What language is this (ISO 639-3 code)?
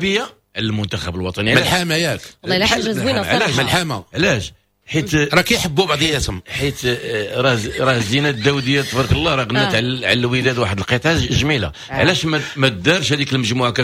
ary